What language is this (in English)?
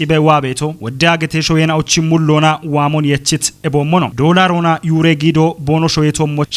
Kafa